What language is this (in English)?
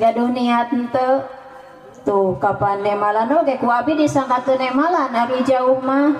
Sundanese